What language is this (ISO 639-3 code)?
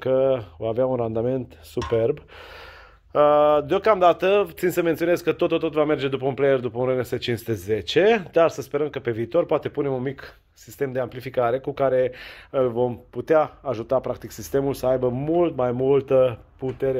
ron